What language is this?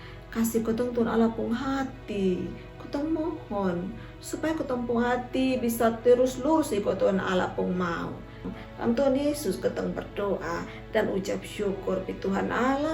Kupang Malay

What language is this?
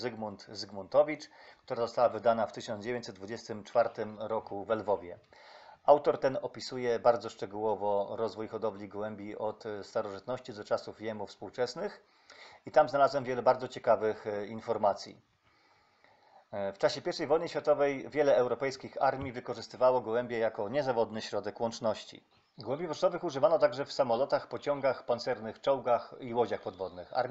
Polish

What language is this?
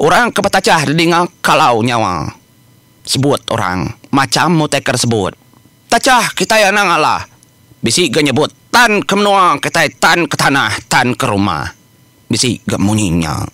Iban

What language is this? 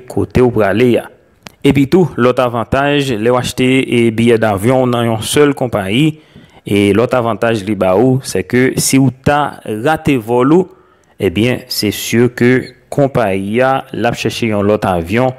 Haitian Creole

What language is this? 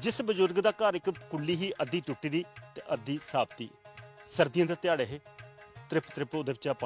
Dogri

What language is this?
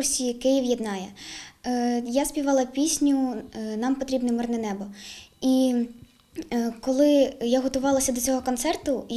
Ukrainian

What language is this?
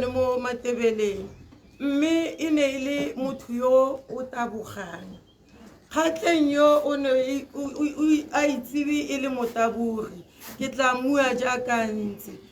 Tswana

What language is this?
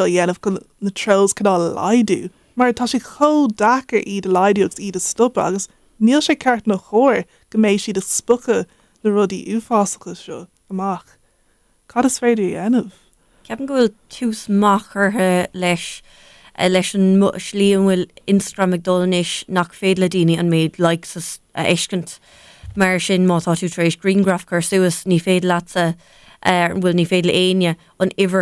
Irish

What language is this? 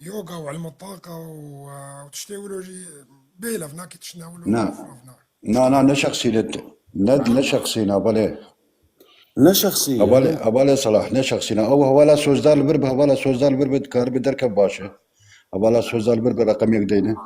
North Levantine Arabic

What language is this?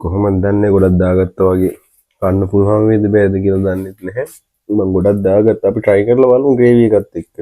Sinhala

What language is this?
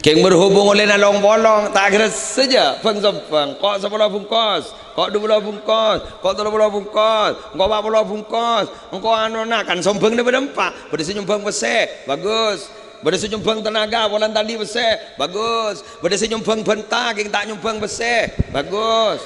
Madurese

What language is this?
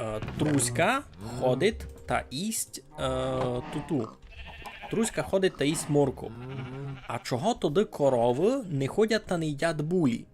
Rusyn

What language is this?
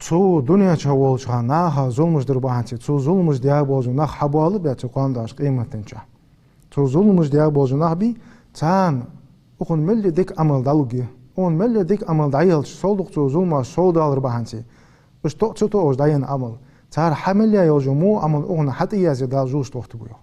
Ingush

